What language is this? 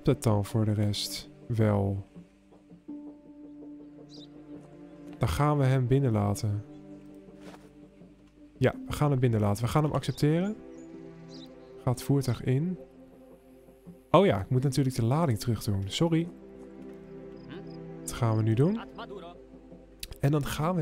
Dutch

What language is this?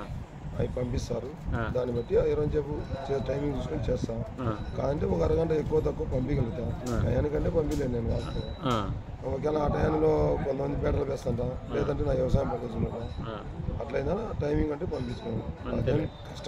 Telugu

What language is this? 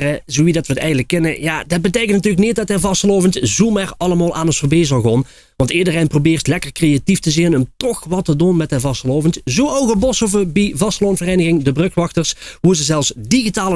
Limburgish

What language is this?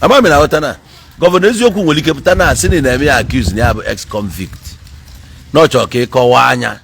Igbo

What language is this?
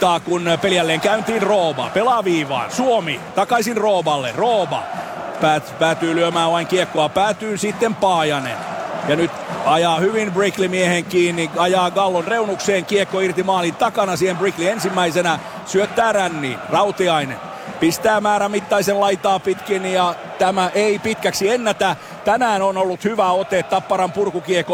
Finnish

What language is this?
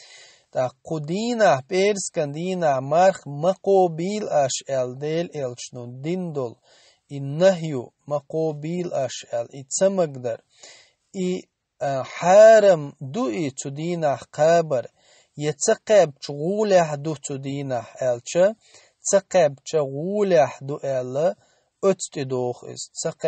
Chechen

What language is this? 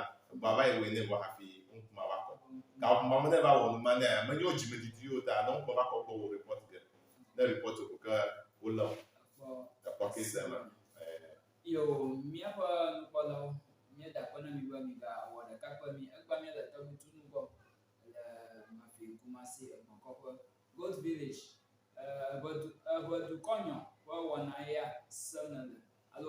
Ewe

